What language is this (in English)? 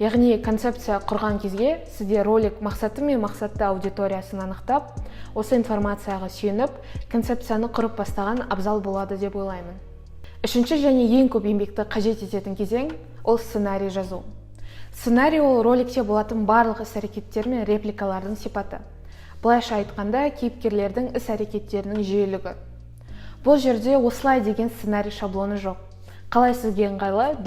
Kazakh